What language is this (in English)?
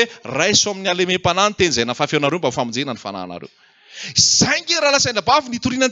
Malagasy